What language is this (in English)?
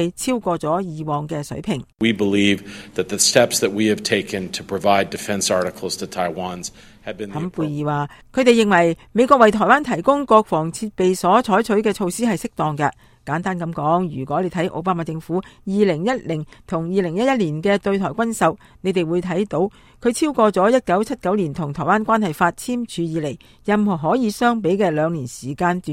Cantonese